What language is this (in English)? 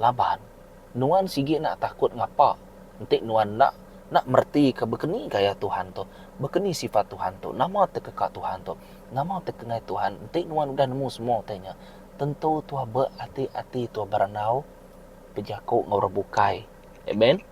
Iban